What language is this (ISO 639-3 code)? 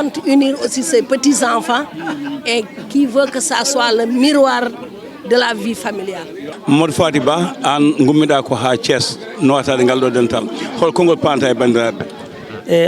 ful